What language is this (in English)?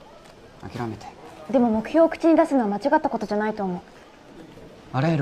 Japanese